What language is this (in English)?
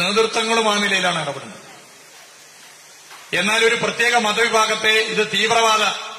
Malayalam